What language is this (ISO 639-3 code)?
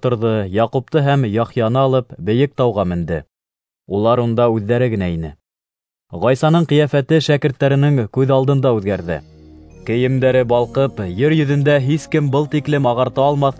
bak